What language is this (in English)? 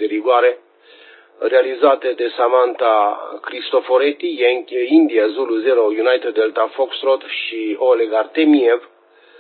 Romanian